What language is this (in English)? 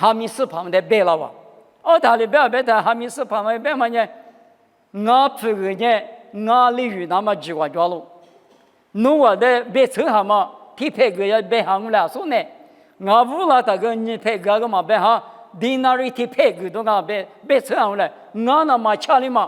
Lisu